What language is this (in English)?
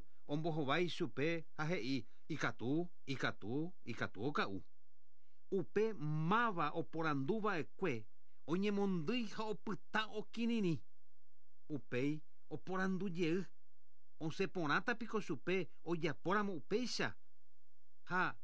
Guarani